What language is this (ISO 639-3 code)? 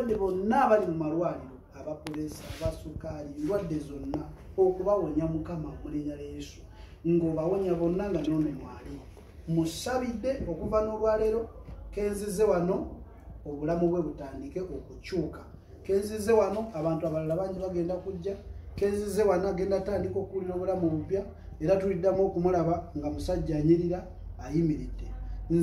lug